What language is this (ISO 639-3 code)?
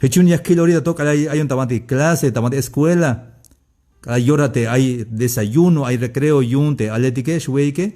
tzh